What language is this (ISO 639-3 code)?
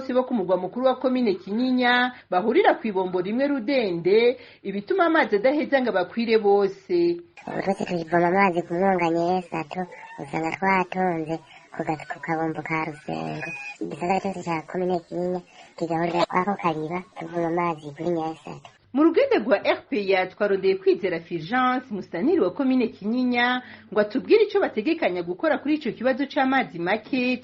run